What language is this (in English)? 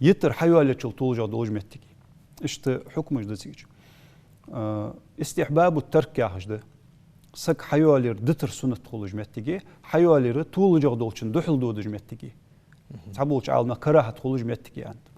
Ingush